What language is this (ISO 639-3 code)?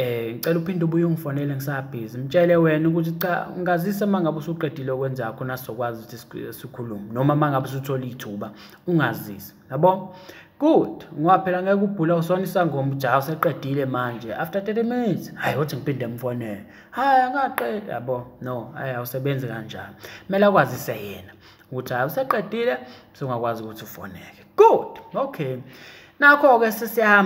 zul